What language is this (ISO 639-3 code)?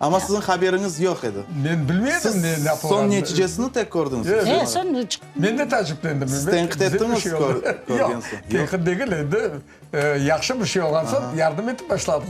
crh